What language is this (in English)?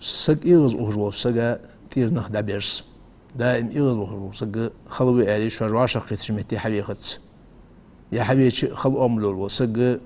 Ingush